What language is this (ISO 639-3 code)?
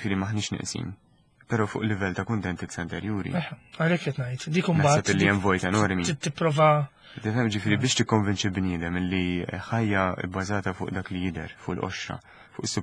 mlt